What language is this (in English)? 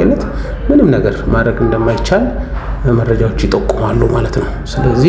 Amharic